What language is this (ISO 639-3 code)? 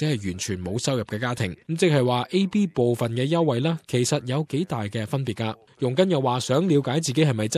yue